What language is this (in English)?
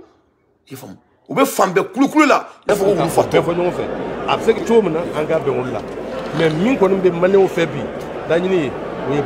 Bambara